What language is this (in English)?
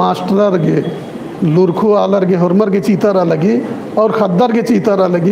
Kurukh